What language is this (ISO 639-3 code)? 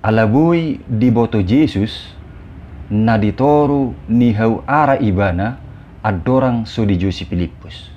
bbc